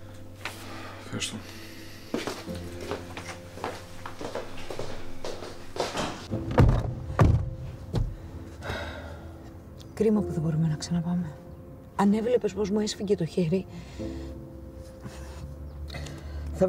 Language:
Greek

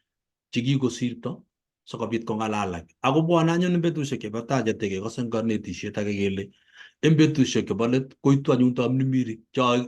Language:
Kalenjin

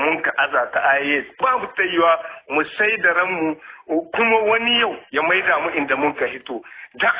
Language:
Hausa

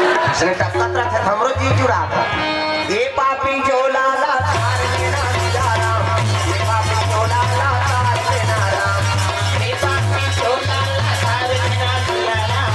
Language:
Chhattisgarhi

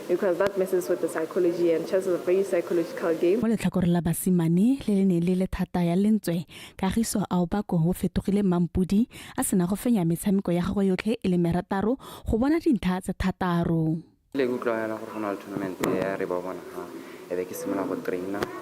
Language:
Tswana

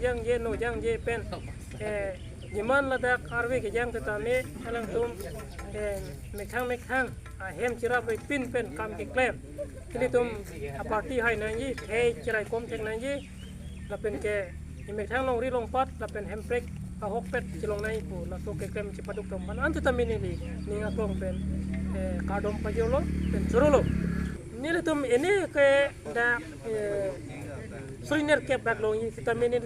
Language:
Karbi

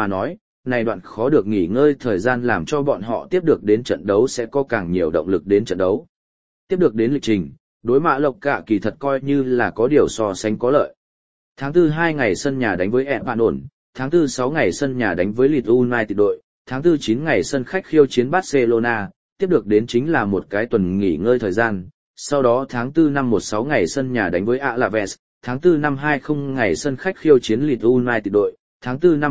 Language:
Vietnamese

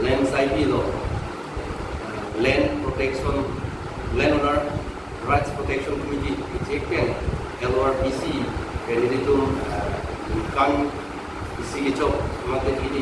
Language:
Karbi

